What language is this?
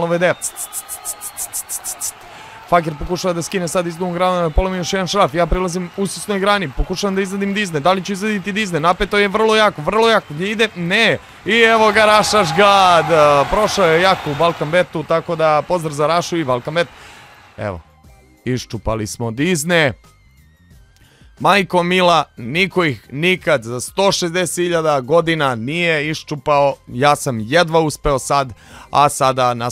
Serbian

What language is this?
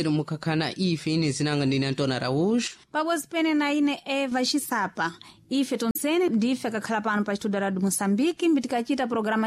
Sena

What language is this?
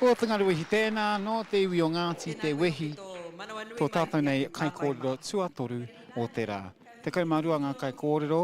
Māori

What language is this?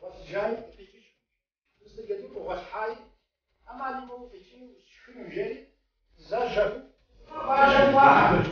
Kabardian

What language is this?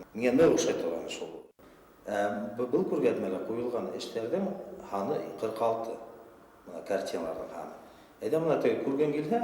Bashkir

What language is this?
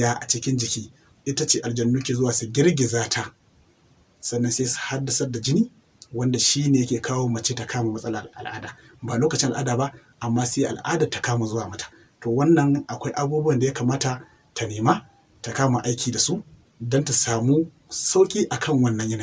Hausa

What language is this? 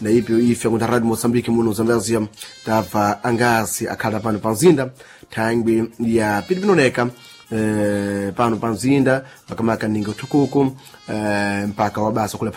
Sena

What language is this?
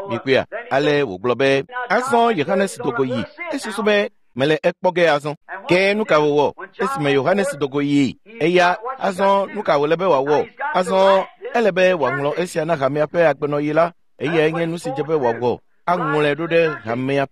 Ewe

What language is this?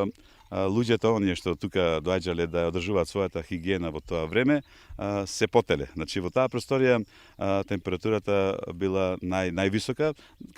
Macedonian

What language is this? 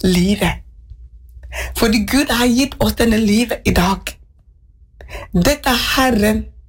Norwegian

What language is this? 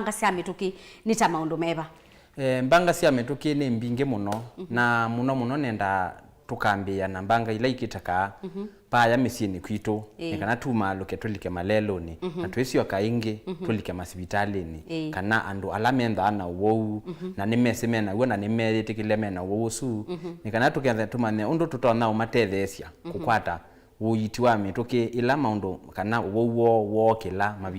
Kamba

